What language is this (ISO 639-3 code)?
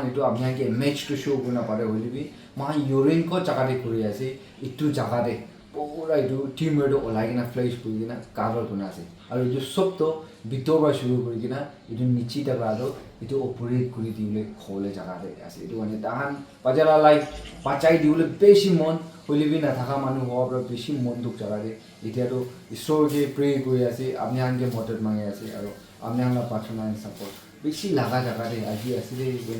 nag